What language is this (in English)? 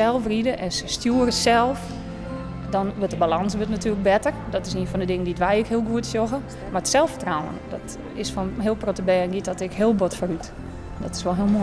Western Frisian